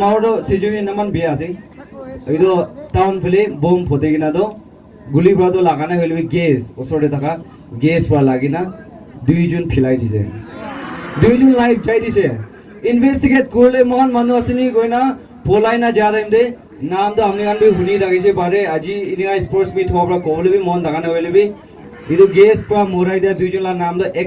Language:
Naga Pidgin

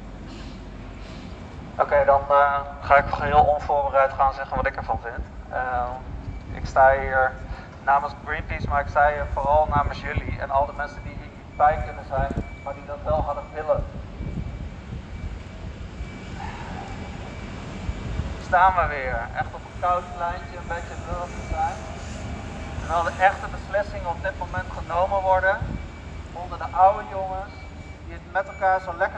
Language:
Dutch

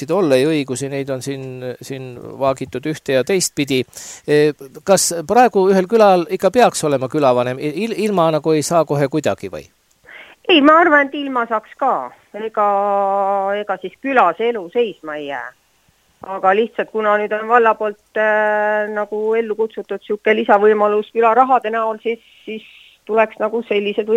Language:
Estonian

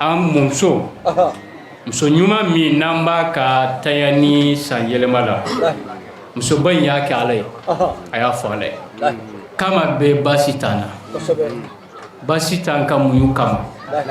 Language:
Bambara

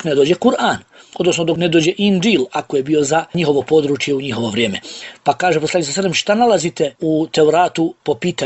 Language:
Bosnian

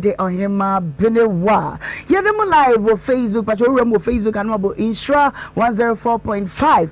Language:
Akan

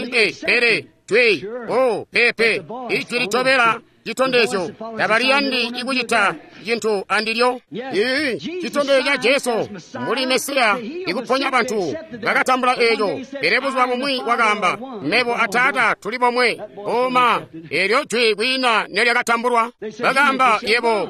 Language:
Tonga (Zambia)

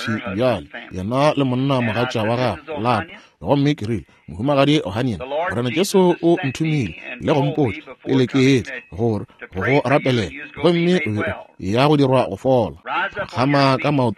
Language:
Northern Sotho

